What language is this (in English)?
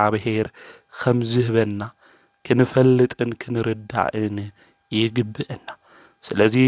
Tigrinya